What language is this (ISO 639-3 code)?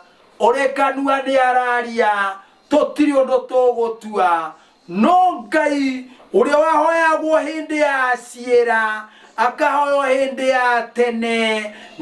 kik